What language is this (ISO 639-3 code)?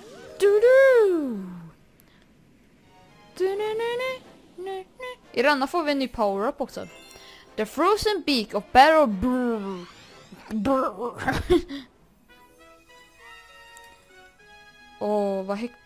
swe